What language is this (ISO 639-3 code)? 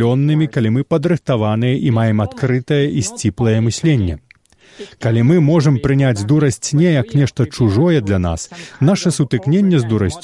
bel